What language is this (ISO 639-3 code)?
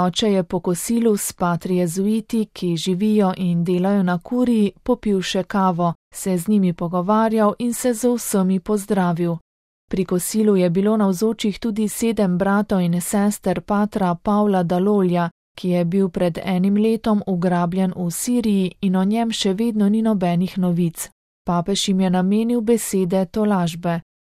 slv